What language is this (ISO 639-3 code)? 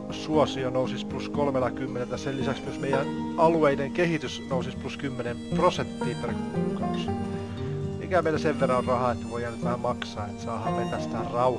fin